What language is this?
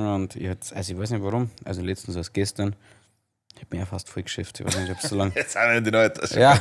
Bavarian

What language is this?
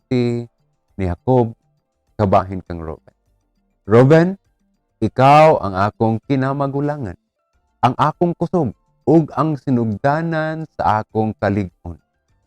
Cebuano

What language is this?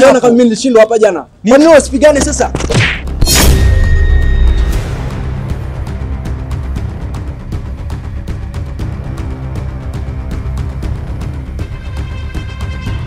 Swahili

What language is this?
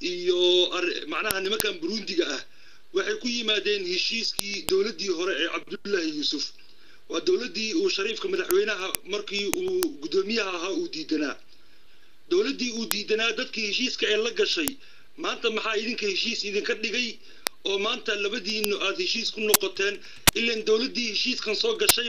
Somali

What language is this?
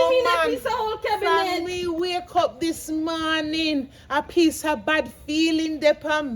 Jamaican Creole English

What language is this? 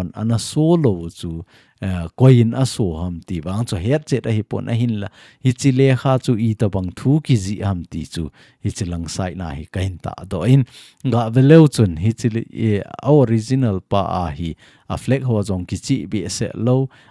Thado Chin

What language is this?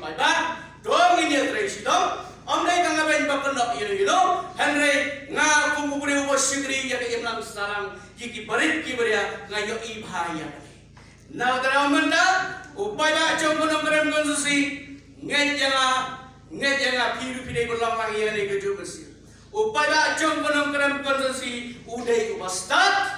Khasi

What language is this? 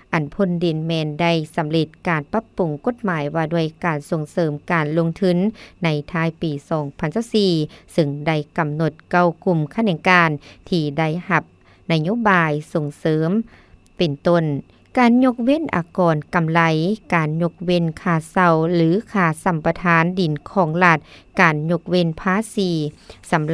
Lao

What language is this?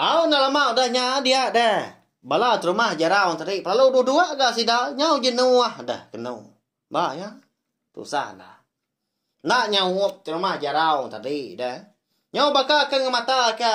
Iban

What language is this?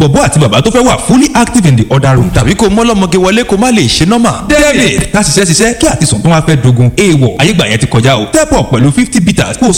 Yoruba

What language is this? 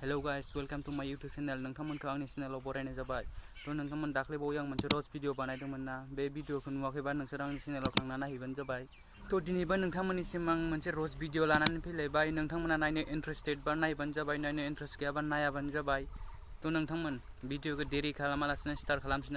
Bodo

